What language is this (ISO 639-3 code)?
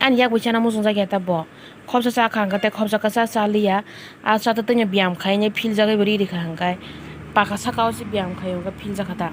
trp